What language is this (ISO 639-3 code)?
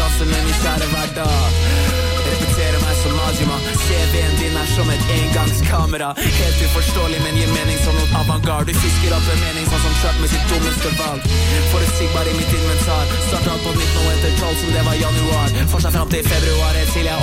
nor